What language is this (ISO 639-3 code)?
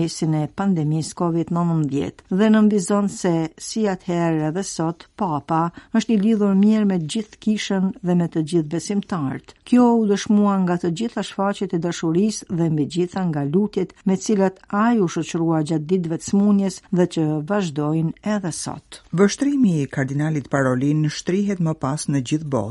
sqi